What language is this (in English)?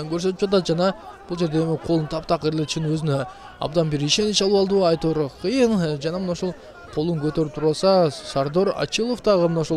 Kyrgyz